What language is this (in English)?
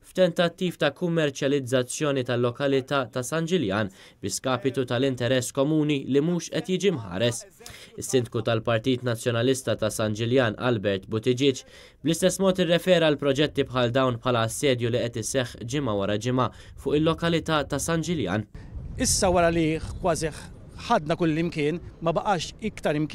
Maltese